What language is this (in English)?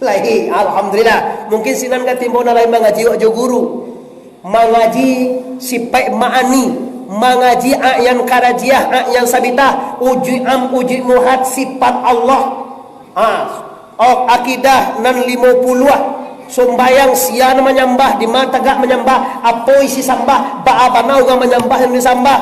Minangkabau